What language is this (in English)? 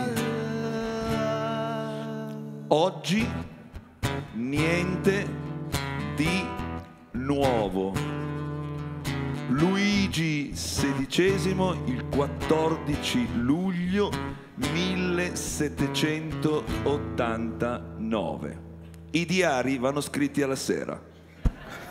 Italian